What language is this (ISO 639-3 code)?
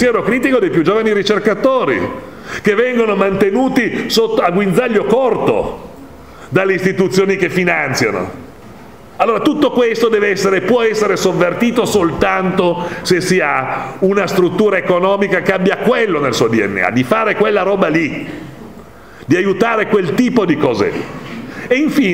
ita